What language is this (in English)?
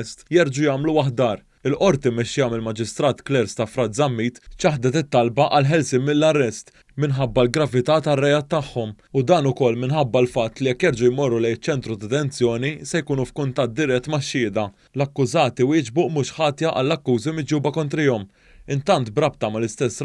Maltese